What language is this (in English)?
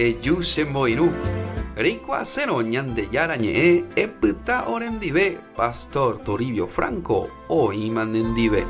Guarani